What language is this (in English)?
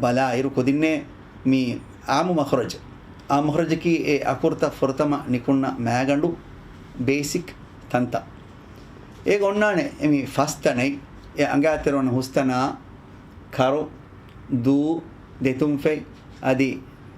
Divehi